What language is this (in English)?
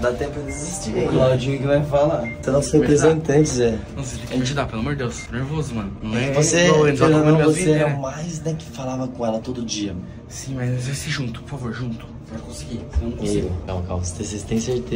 Portuguese